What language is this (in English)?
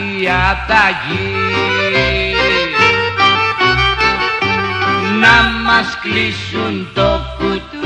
Greek